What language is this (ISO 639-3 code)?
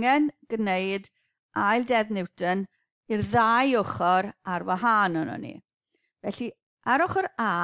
cym